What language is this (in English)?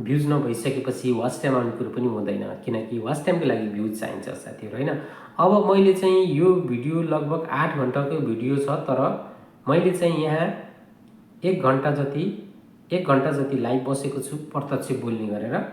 Nepali